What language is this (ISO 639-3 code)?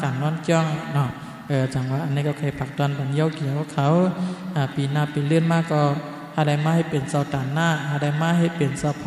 shn